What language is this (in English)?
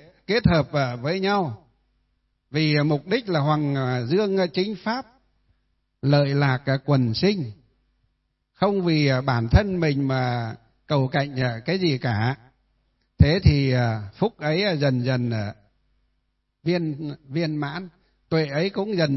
Vietnamese